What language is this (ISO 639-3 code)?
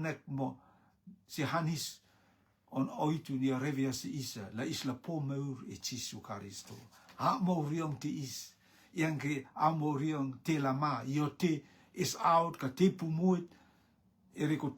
rtm